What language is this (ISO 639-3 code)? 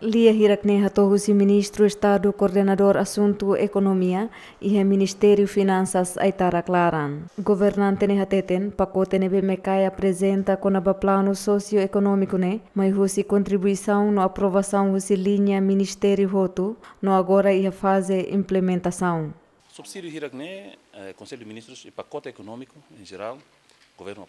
tet